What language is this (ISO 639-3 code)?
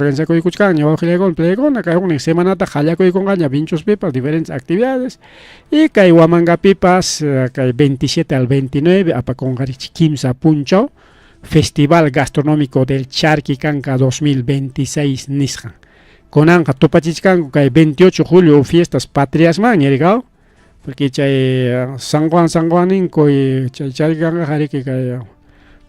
quy